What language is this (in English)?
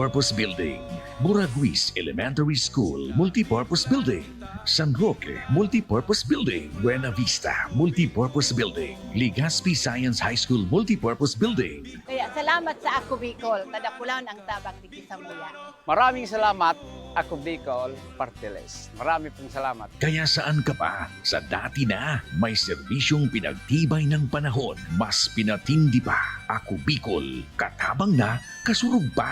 Bikol